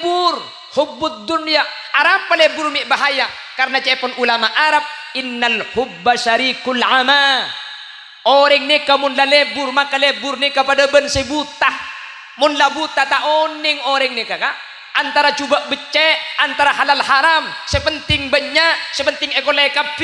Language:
Madurese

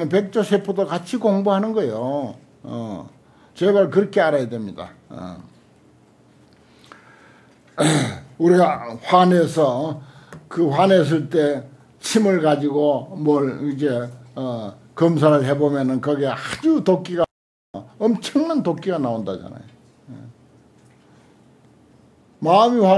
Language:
Korean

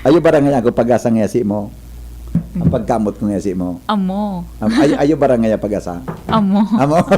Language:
Bikol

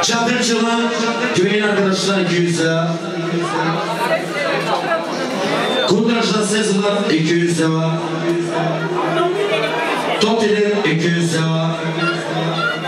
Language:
Turkish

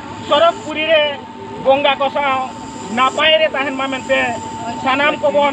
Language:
Santali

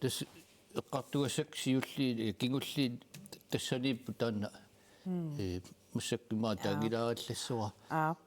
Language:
Kalaallisut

